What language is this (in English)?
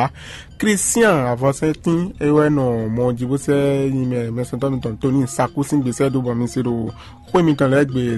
Fon